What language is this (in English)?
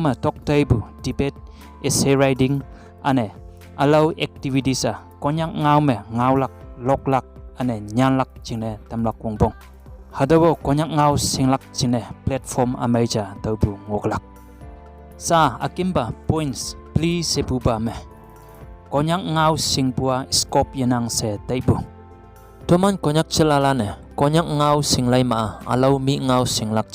Konyak Naga